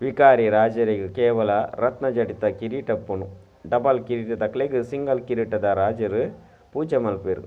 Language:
Tulu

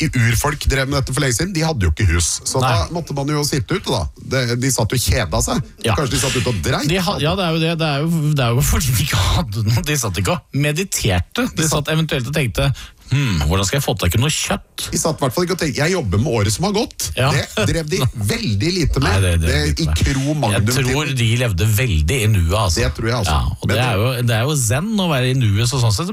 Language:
Norwegian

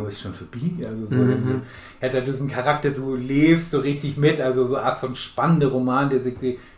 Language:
Low German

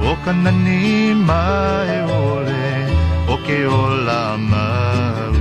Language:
Hawaiian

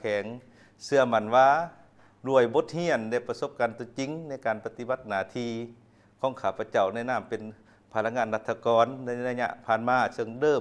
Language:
Lao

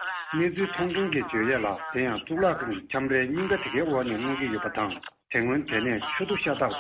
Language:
Tibetan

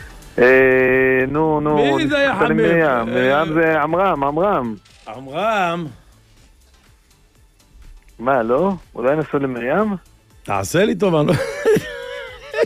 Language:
Hebrew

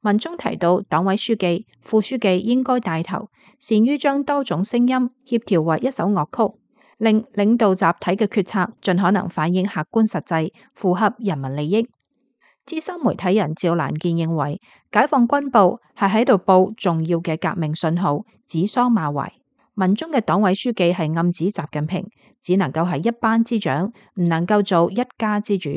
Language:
Cantonese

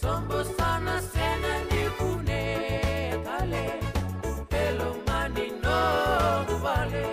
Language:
Fijian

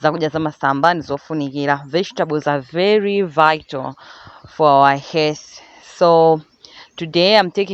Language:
Nyanja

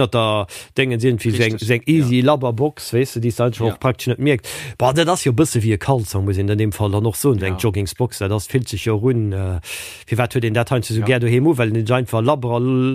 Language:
Luxembourgish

